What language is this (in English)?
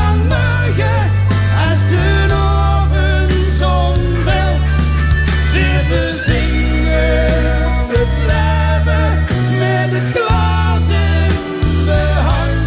Limburgish